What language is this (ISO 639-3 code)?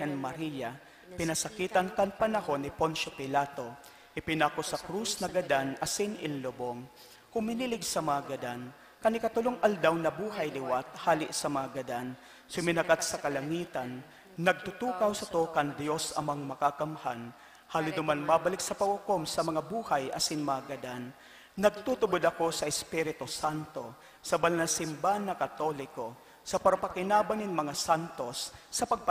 bik